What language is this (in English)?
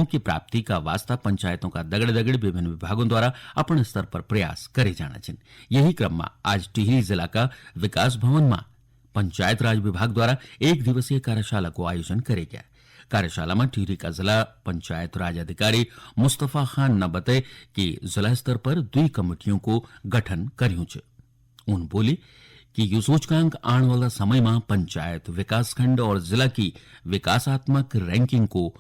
Garhwali